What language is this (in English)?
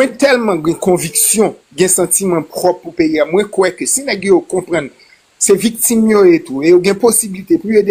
Haitian Creole